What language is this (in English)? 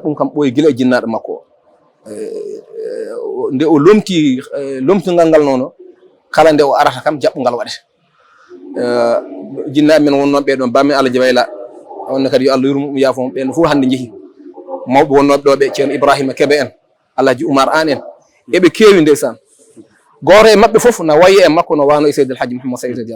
Fula